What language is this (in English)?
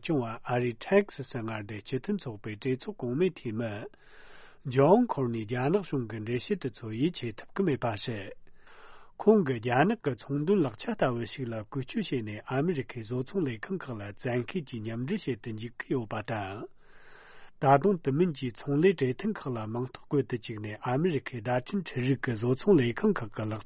Tibetan